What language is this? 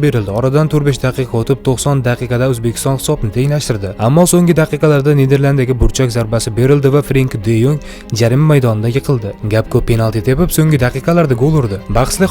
Uzbek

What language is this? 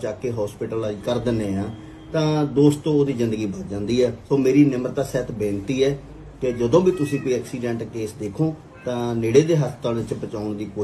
Punjabi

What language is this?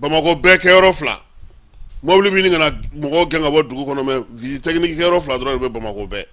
Bambara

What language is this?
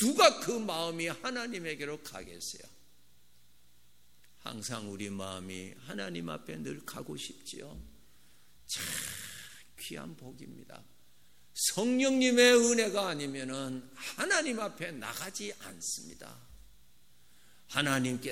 Korean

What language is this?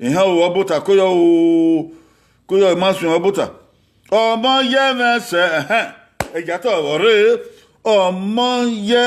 Bini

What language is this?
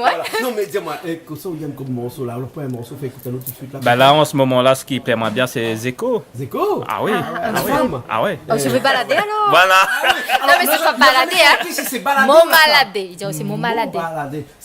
Réunion Creole French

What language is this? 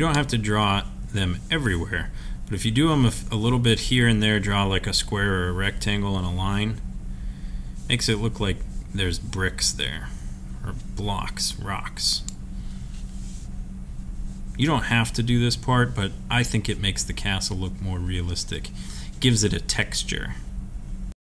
English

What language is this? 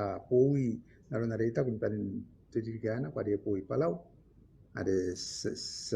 Gilbertese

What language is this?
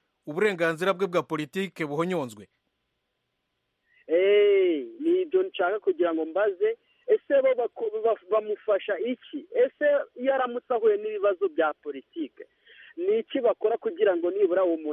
Kinyarwanda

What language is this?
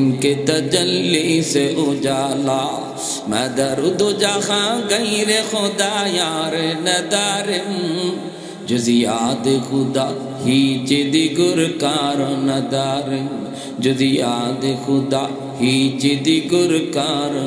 Bangla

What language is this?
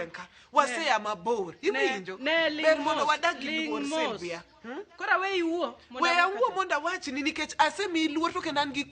Luo (Kenya and Tanzania)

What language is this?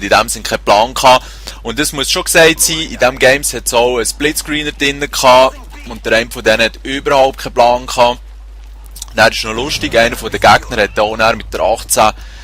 Swiss German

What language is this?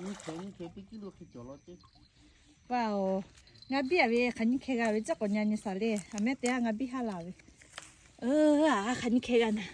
Lahu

